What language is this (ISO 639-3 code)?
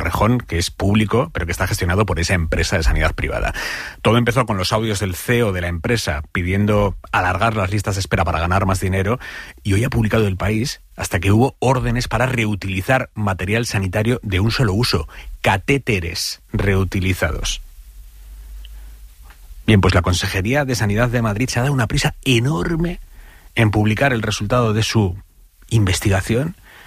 spa